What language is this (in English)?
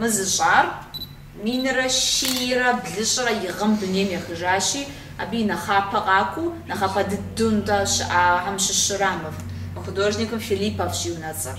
Kabardian